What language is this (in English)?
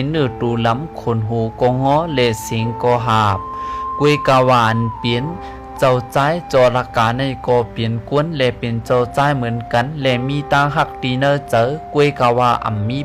Shan